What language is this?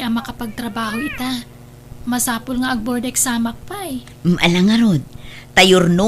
Iloko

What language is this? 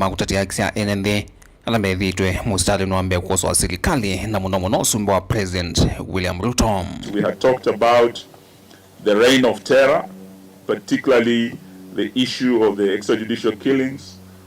Kamba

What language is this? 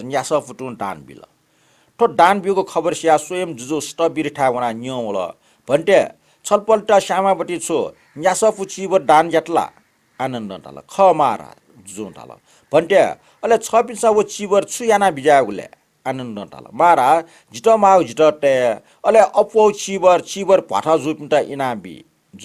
Newari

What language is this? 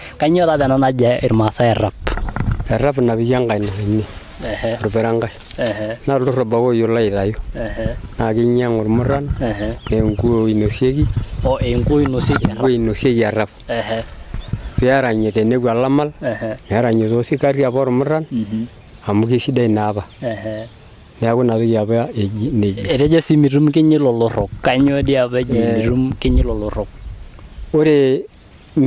Masai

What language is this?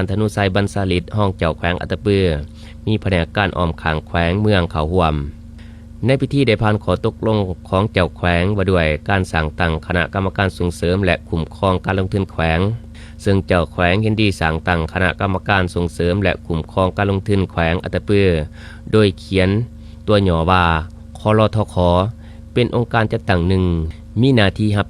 Lao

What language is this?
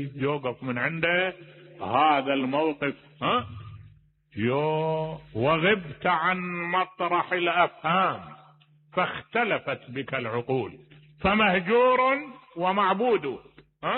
Mesopotamian Arabic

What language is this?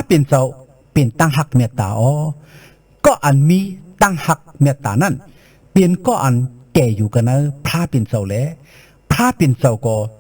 Shan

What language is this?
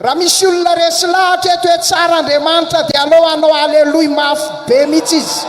Malagasy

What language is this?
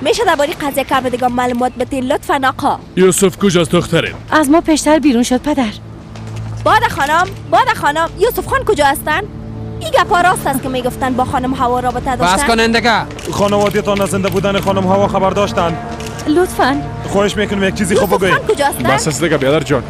Persian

